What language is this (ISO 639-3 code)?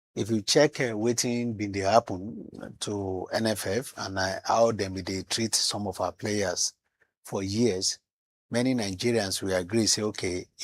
pcm